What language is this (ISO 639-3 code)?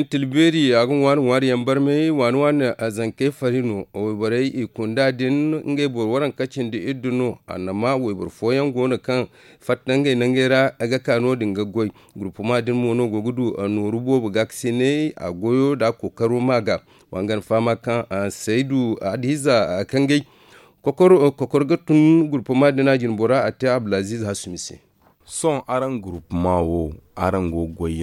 dje